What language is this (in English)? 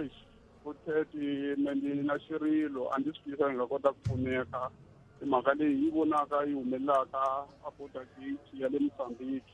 Tsonga